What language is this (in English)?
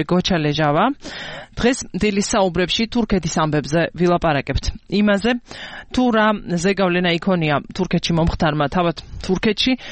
Georgian